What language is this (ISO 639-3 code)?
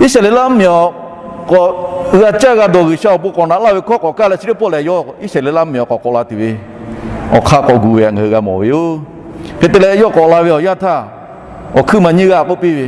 lhu